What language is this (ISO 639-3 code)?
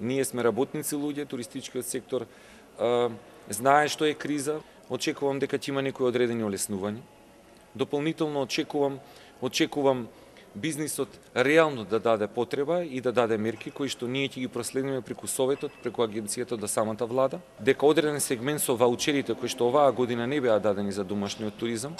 mkd